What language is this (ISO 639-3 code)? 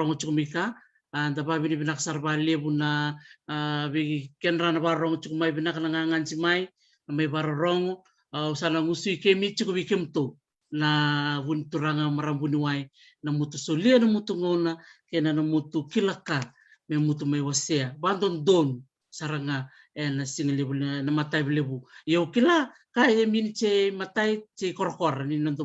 fij